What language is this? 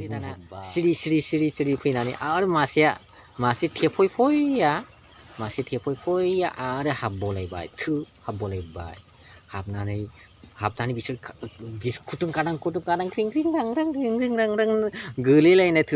Bodo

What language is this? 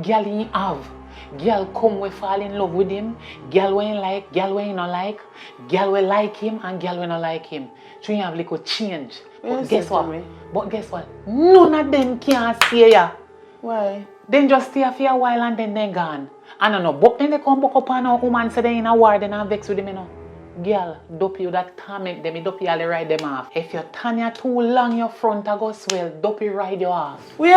Jamaican Creole English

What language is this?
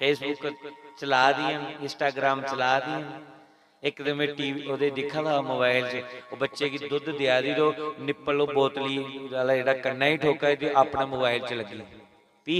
Dogri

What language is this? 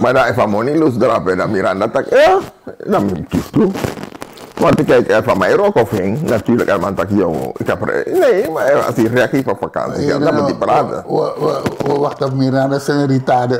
Sranan Tongo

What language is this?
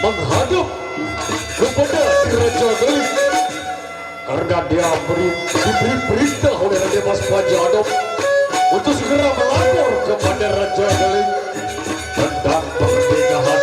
Sasak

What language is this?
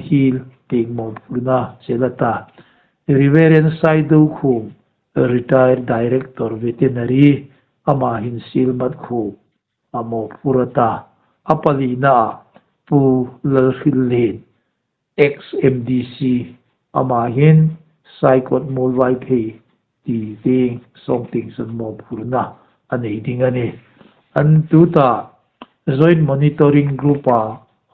Hmar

